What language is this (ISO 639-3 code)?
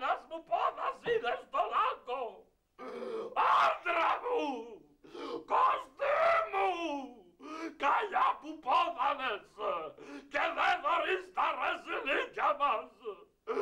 ell